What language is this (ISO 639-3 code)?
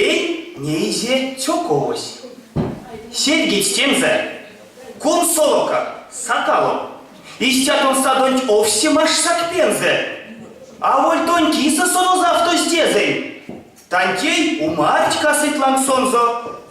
myv